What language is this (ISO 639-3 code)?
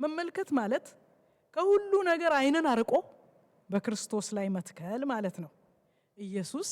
amh